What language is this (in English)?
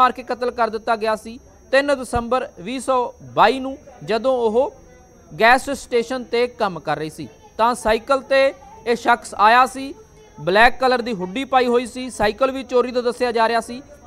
Punjabi